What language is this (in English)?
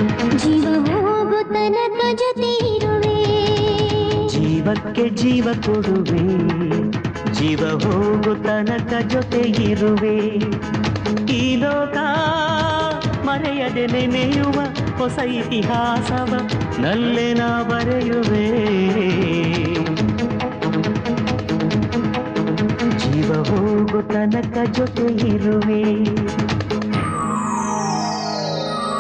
Kannada